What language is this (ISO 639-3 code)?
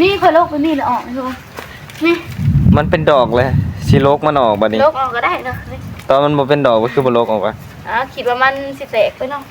tts